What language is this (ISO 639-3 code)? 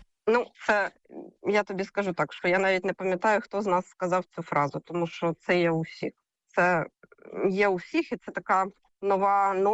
ukr